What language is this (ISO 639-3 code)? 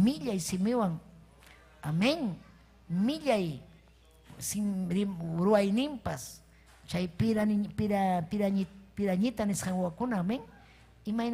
quy